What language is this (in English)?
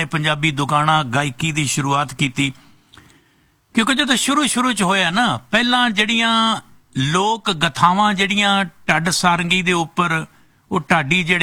Punjabi